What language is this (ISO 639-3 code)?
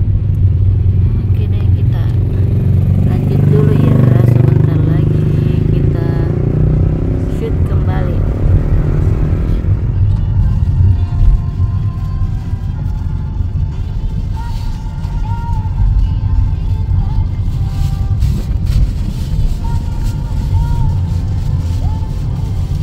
ind